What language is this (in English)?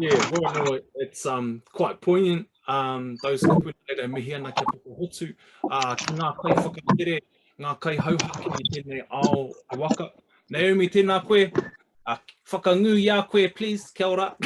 Māori